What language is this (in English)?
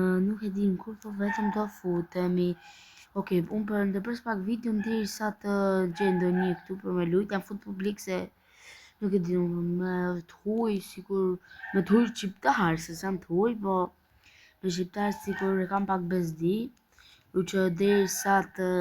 Albanian